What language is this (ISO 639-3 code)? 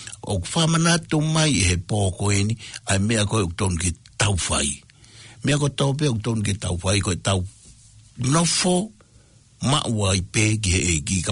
ton